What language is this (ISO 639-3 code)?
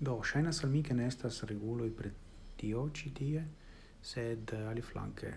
epo